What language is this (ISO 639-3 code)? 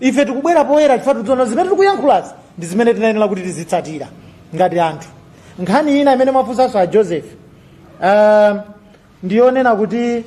nya